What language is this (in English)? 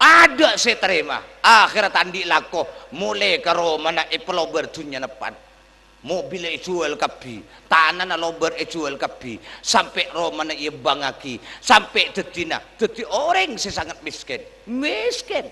Madurese